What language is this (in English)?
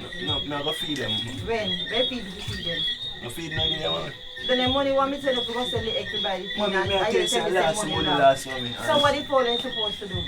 Jamaican Creole English